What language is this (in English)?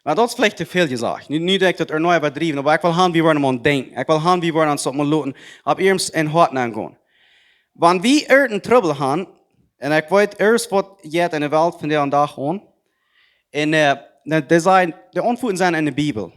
Plautdietsch